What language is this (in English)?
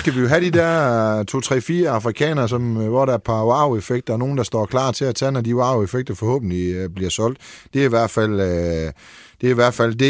Danish